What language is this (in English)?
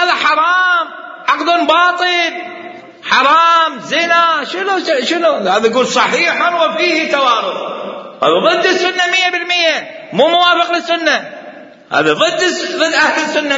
Mesopotamian Arabic